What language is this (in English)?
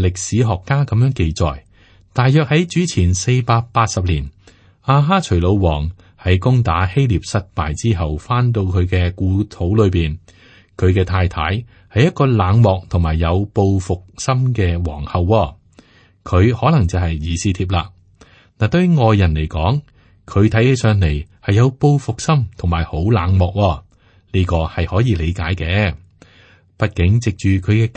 Cantonese